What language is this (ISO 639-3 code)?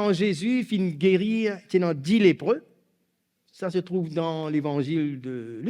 mfe